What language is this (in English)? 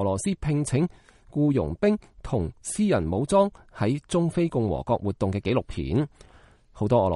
Cantonese